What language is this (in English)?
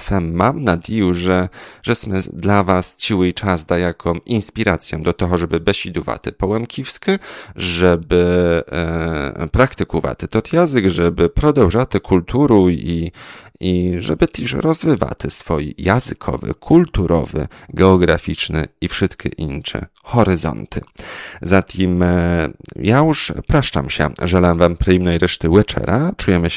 Rusyn